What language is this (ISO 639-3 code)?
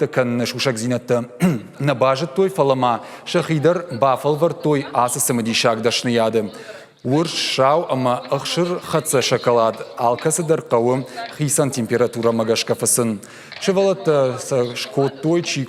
oss